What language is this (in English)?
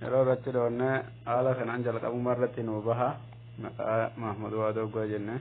Oromo